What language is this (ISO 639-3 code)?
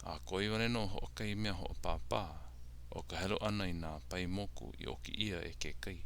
haw